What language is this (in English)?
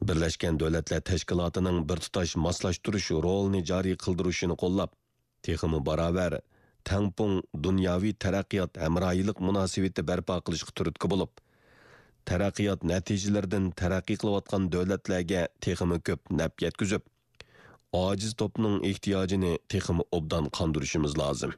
Uyghur